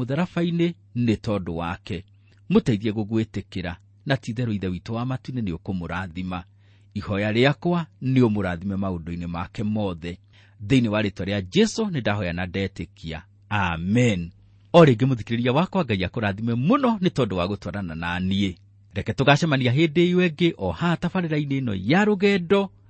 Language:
Kikuyu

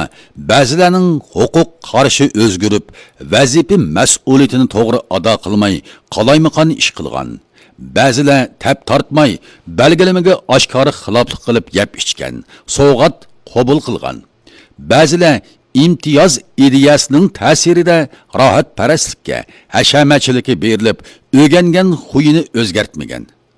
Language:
Uyghur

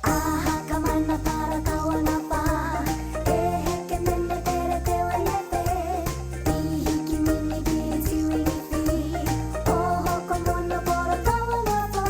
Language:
Māori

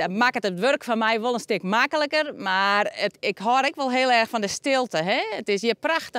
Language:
Western Frisian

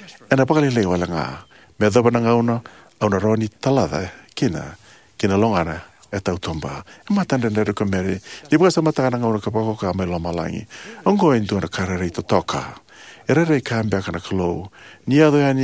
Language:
Fijian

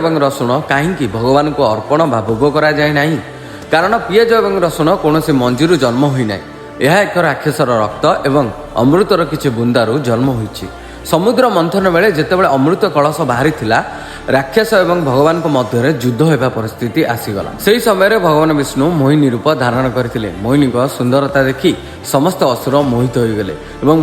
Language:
Odia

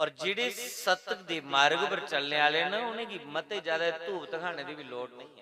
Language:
Dogri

